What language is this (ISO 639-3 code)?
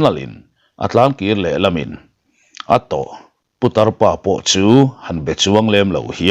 lus